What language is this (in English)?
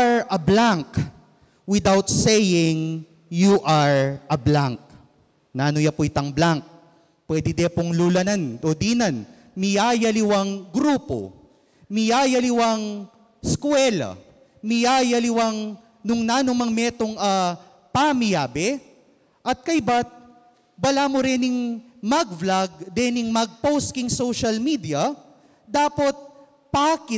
Pampanga